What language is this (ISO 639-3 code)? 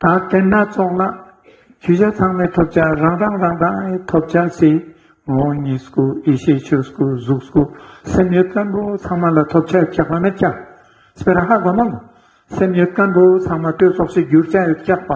lbj